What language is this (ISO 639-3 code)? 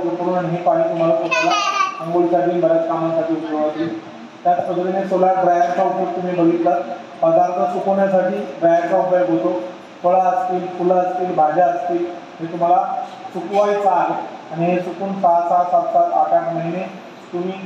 mar